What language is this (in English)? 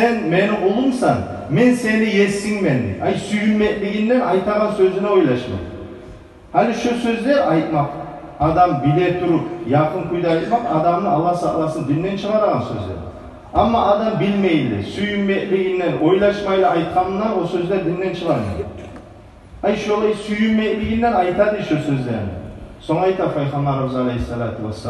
Kumyk